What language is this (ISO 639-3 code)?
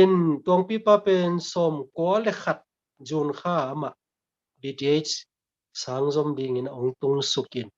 ctd